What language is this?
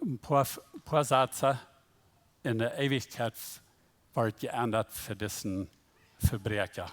Plautdietsch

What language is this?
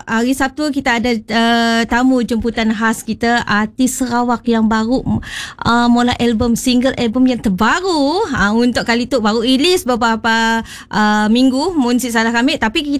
Malay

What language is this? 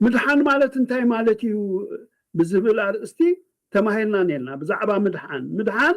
Tigrinya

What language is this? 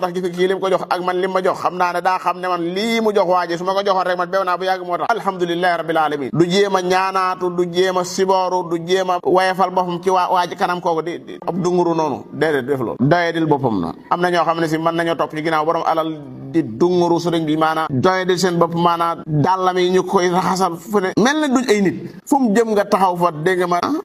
Wolof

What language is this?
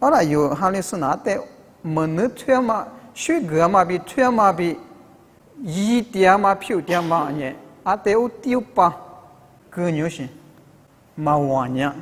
Lisu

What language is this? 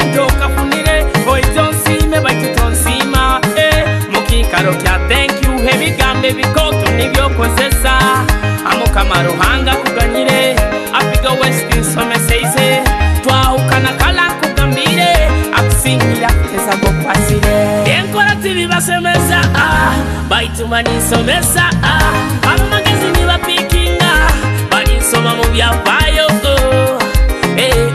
Nyoro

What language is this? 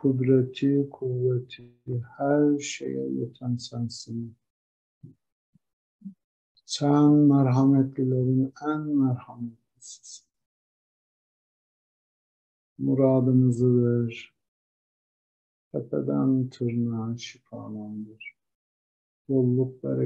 Turkish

